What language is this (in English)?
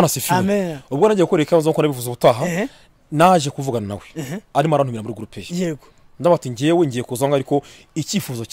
Kinyarwanda